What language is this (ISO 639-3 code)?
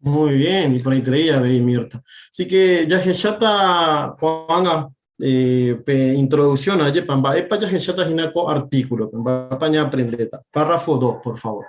grn